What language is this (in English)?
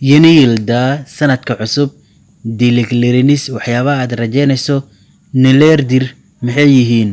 Somali